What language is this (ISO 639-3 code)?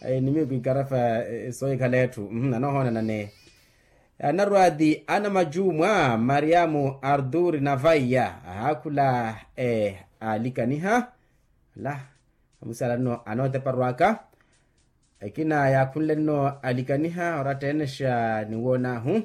vmw